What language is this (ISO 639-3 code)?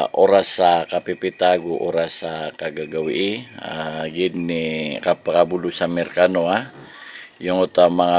mrw